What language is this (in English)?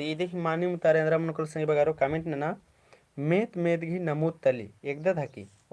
Kurukh